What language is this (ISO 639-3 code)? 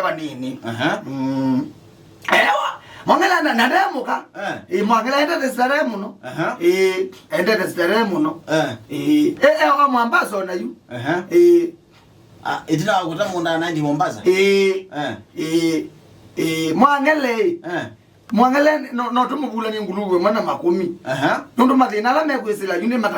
kam